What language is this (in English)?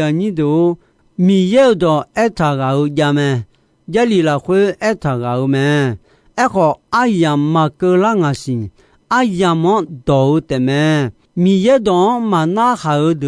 Akha